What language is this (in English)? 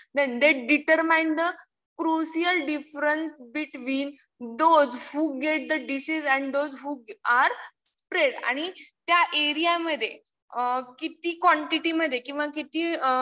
Marathi